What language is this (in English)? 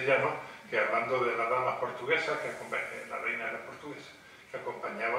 Spanish